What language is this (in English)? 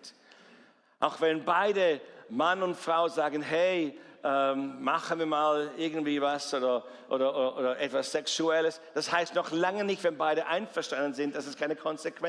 Swiss German